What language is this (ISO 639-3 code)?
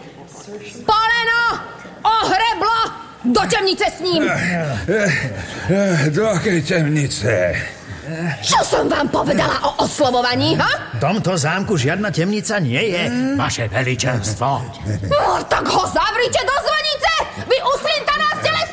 slk